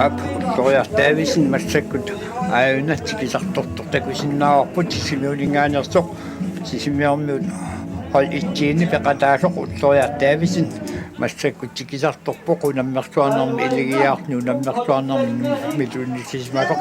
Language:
Kalaallisut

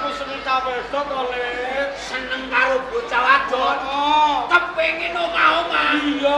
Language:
Javanese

